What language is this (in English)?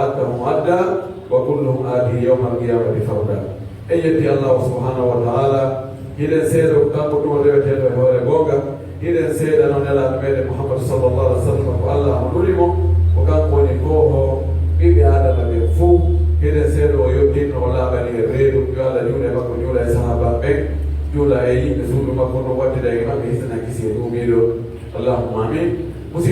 Pular